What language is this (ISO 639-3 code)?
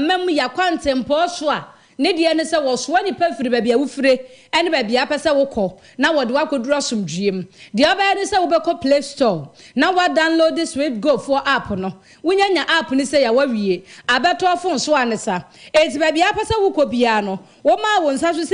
aka